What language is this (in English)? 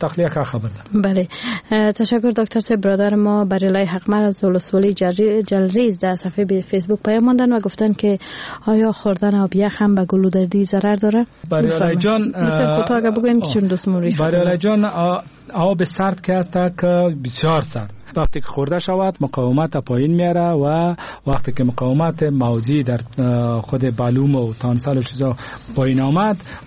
Persian